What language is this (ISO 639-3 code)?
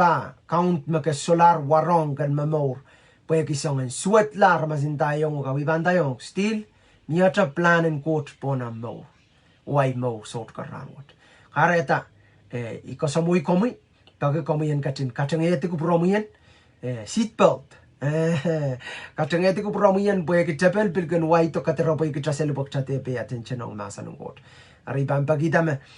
pon